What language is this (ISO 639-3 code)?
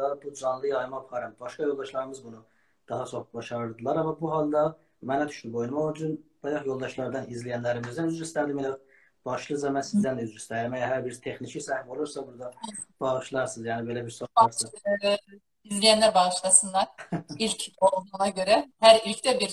azb